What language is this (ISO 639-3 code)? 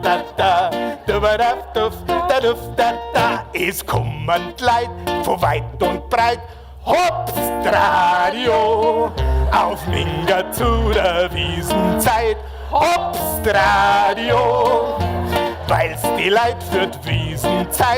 bar